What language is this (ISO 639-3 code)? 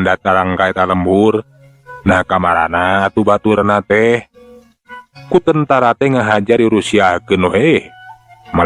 sun